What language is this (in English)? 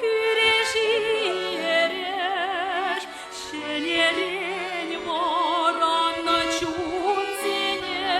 Chuvash